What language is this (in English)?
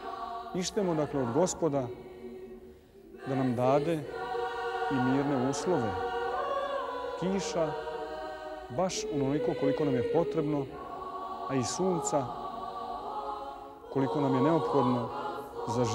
Serbian